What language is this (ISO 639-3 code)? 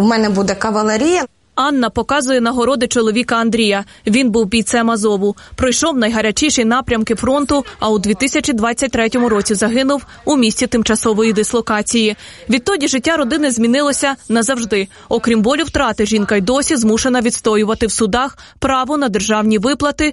ukr